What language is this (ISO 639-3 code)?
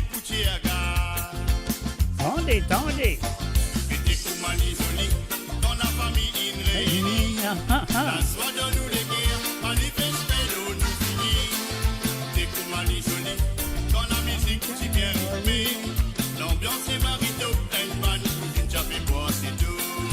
mfe